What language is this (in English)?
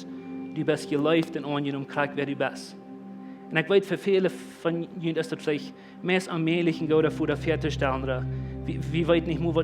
Plautdietsch